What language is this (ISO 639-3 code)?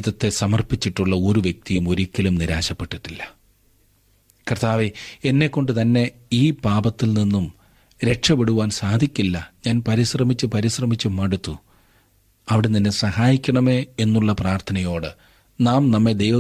mal